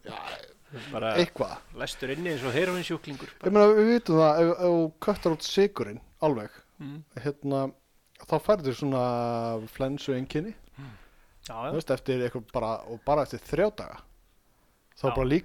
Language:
Icelandic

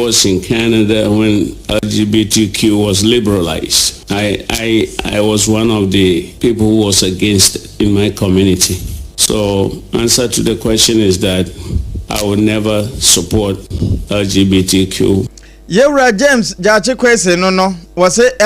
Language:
Akan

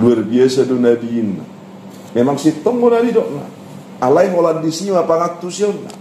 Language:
Batak Toba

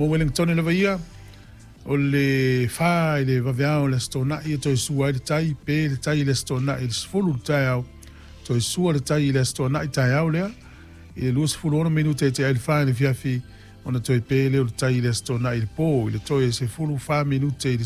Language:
Samoan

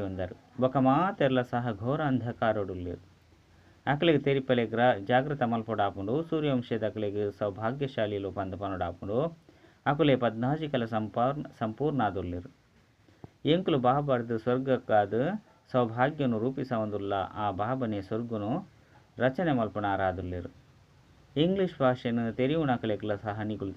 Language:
Tulu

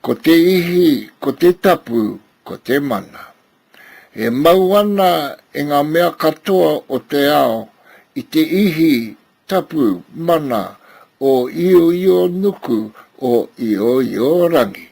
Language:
Māori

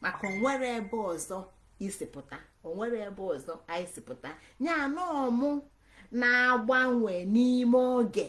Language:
Igbo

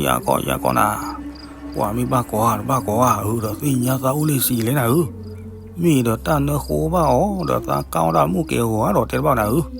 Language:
S'gaw Karen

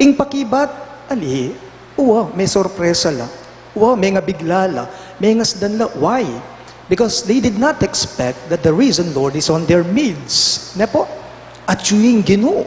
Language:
Pampanga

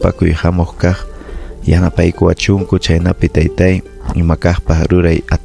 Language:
Ayacucho Quechua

